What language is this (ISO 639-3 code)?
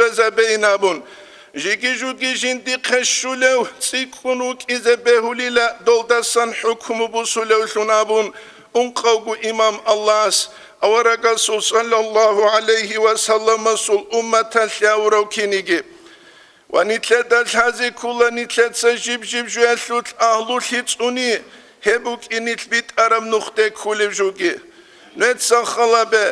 ava